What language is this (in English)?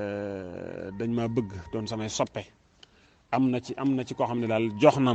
Wolof